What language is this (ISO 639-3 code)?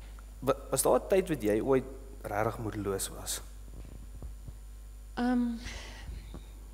afr